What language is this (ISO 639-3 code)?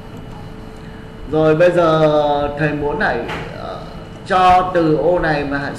vie